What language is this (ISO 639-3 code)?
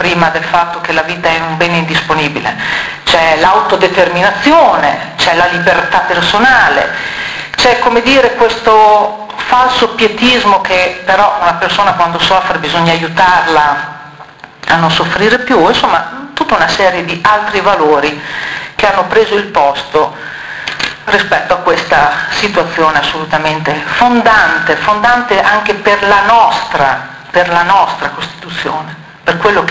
ita